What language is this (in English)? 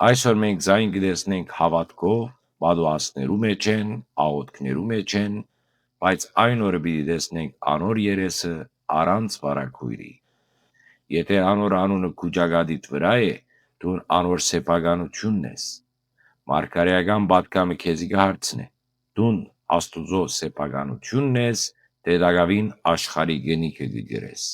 Western Armenian